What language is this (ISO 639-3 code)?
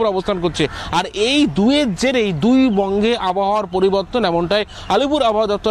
ben